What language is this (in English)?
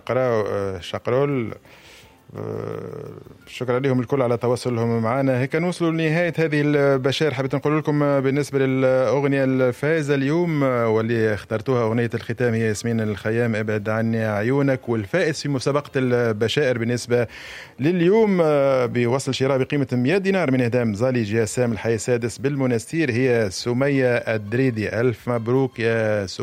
Tunisian Arabic